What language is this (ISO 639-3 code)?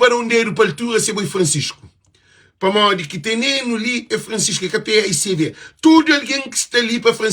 kea